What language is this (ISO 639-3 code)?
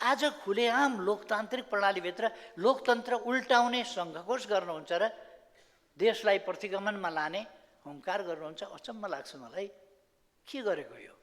nep